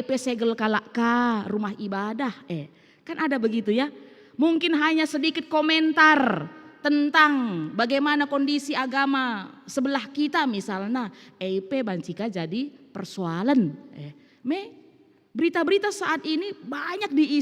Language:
Batak Karo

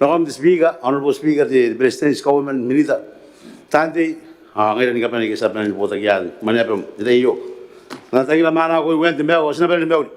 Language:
Gilbertese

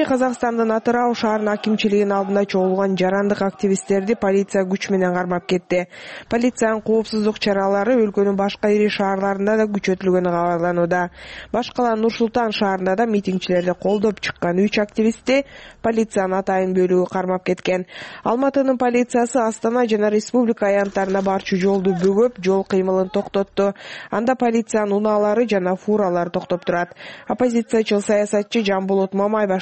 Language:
Kyrgyz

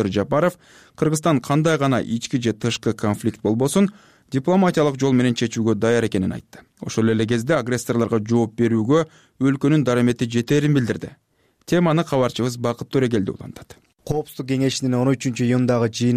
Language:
Kyrgyz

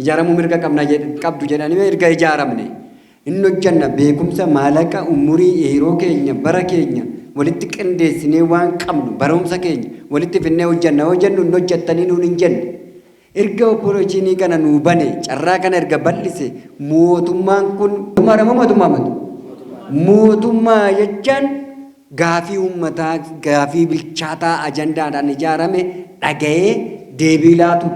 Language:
Oromo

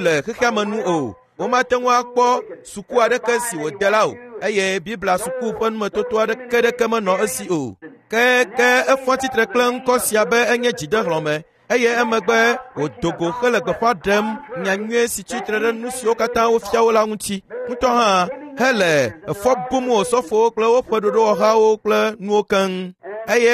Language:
Ewe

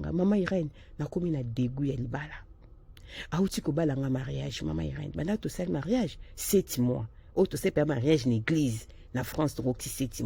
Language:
Lingala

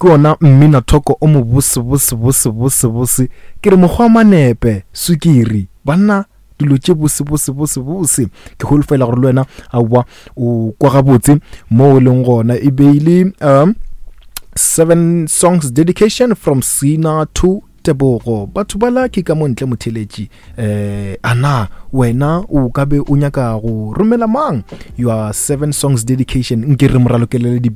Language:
Northern Sotho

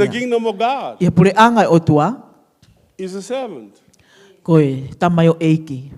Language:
Tongan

